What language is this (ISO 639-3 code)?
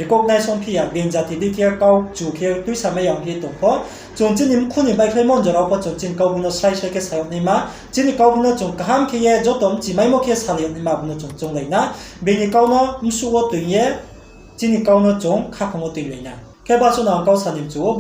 ria